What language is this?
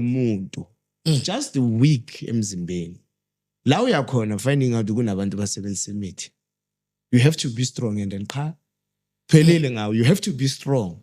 Zulu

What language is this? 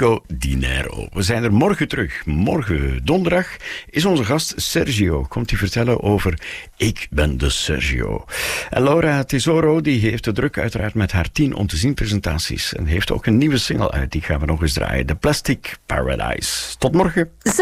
Dutch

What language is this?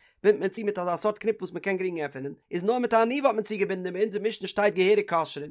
Yiddish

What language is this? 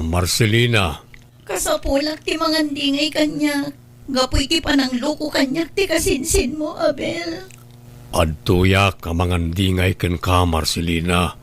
Iloko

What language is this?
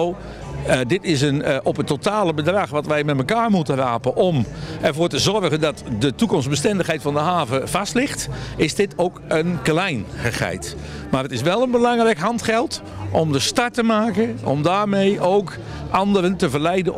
Dutch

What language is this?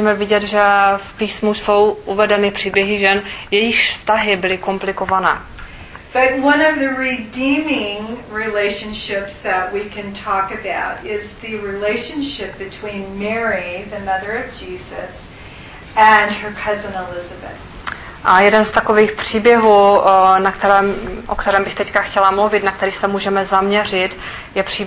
Czech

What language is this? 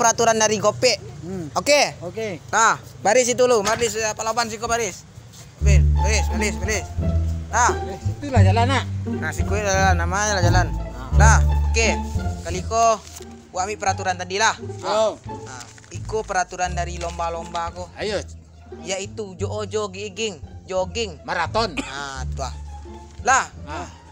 Minangkabau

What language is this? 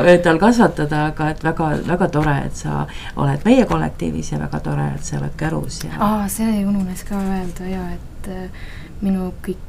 Estonian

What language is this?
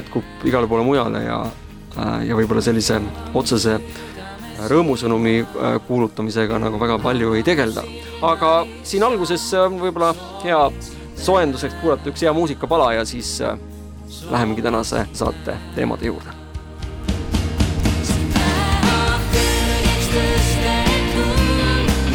Estonian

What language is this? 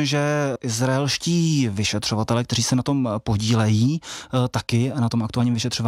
Czech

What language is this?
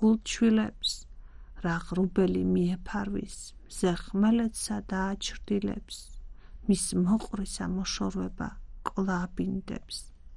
Georgian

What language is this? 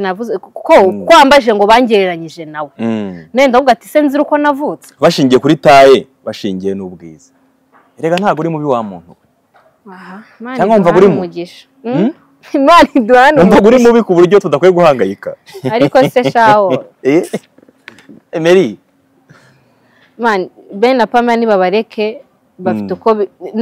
Kinyarwanda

